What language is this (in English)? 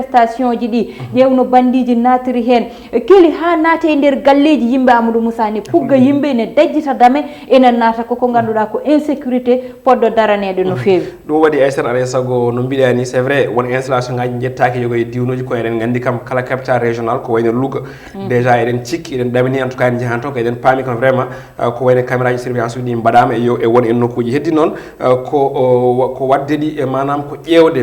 Fula